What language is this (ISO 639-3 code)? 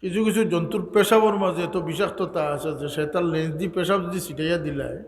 syl